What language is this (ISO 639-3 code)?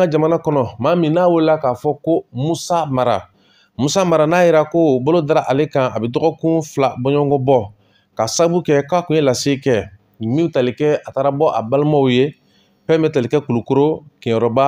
bam